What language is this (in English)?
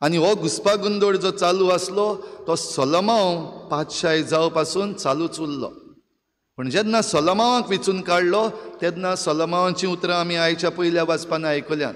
Konkani